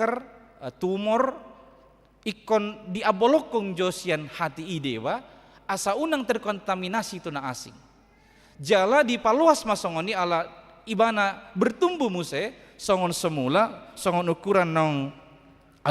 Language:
Batak Toba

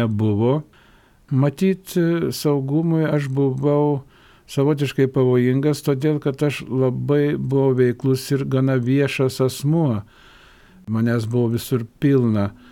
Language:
Lithuanian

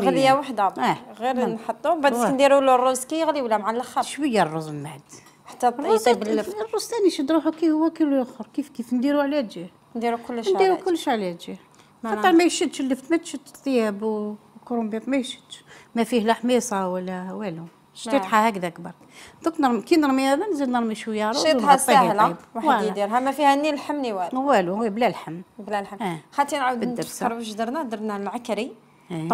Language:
Algerian Arabic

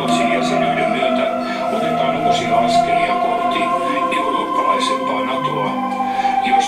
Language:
Finnish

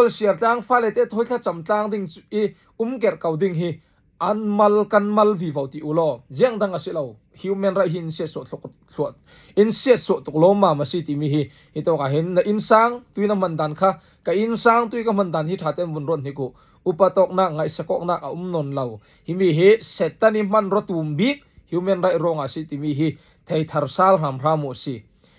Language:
Falam Chin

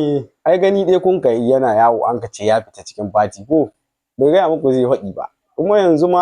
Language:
Hausa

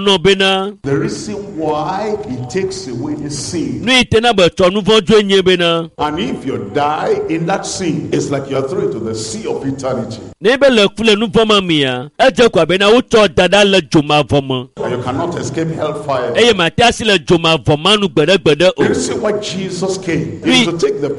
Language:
Ewe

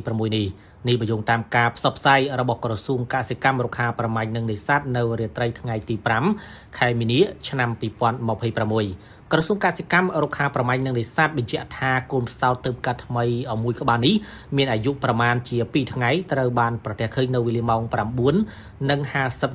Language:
Khmer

